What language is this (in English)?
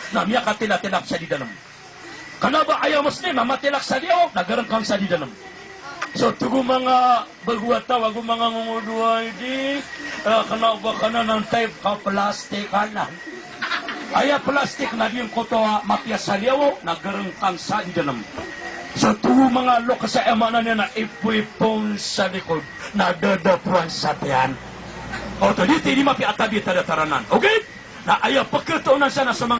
Maranao